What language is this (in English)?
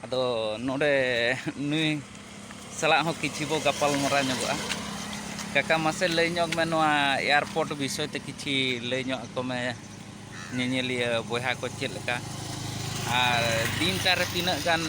Santali